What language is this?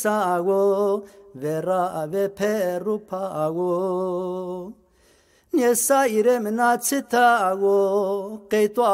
Zaza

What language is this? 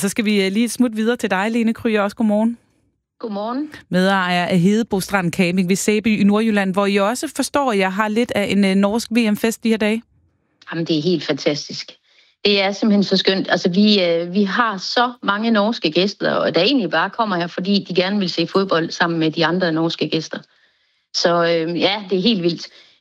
Danish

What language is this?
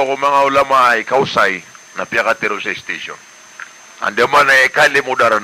Maranao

